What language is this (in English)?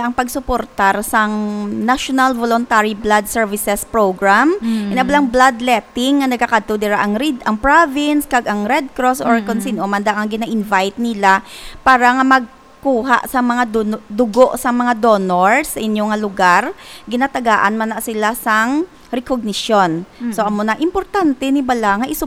Hiligaynon